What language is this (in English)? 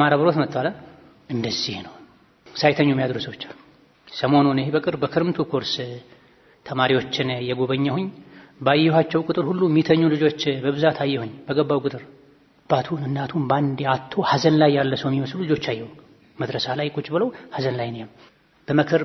Amharic